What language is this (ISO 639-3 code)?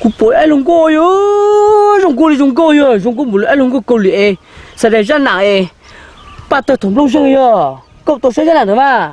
hmn